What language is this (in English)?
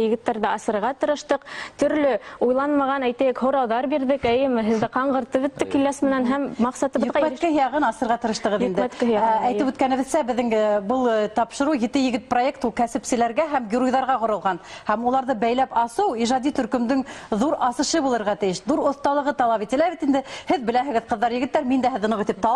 Bashkir